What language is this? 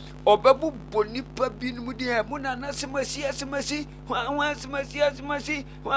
Akan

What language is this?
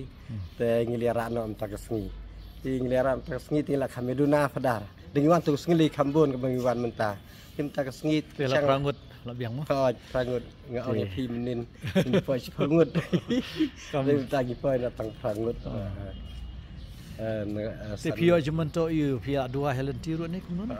Khasi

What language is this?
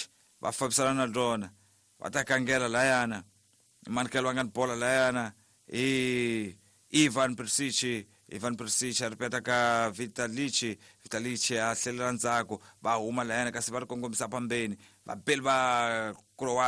Tsonga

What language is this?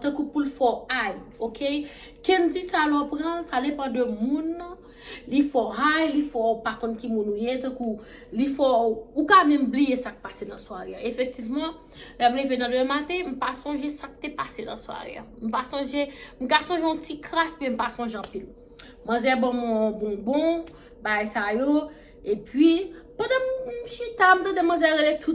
Haitian Creole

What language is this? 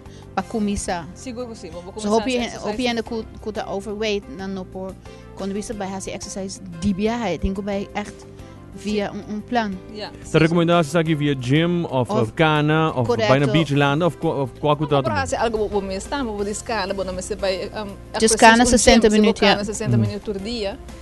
Papiamento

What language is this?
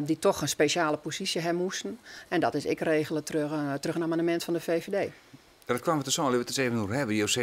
Western Frisian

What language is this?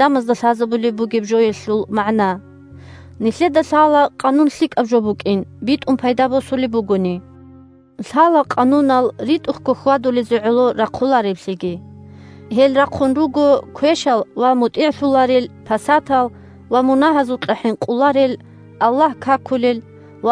Avaric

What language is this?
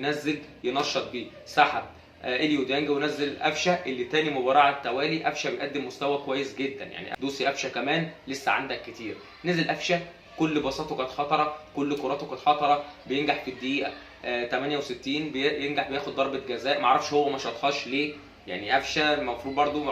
Egyptian Arabic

